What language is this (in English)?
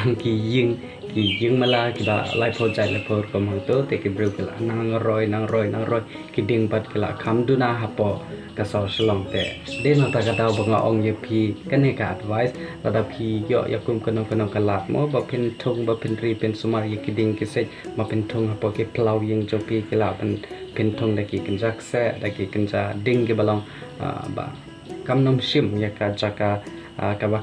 Khasi